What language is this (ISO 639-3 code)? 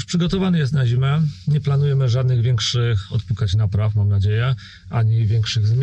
pol